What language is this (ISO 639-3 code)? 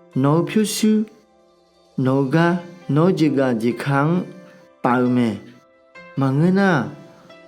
ahk